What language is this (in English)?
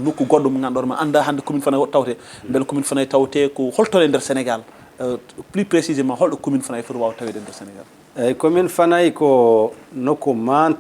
Fula